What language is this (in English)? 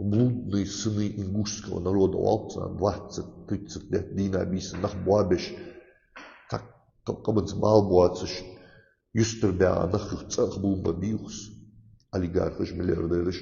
Ingush